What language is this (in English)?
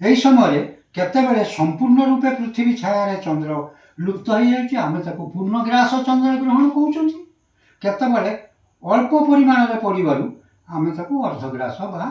Odia